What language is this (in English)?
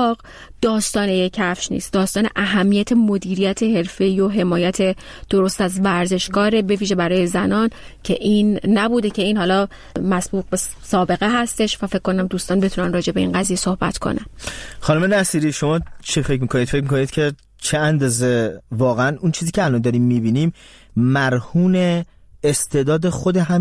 Persian